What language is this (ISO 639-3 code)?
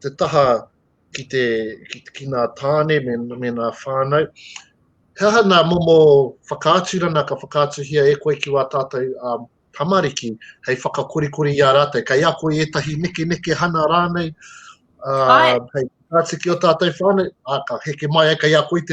mri